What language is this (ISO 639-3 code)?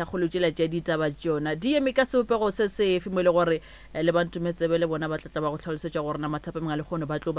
nso